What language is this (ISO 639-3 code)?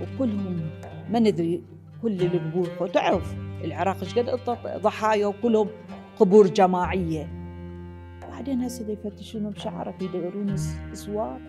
acm